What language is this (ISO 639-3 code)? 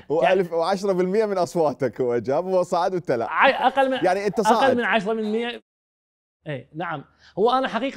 acm